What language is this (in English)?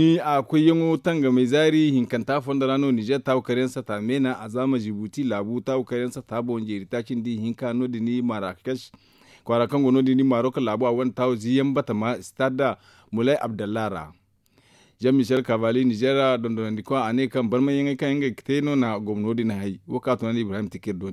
Zarma